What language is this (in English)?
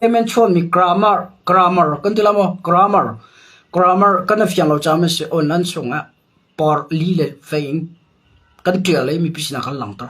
Hakha Chin